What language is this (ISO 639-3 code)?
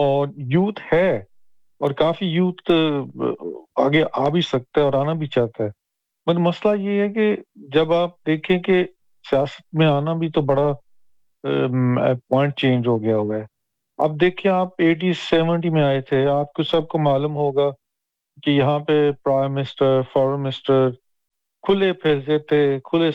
urd